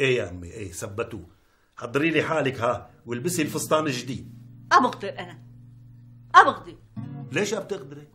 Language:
North Levantine Arabic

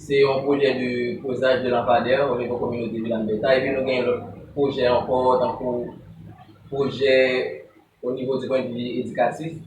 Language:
Haitian Creole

